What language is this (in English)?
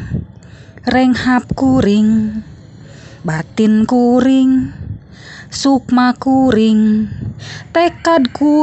Sundanese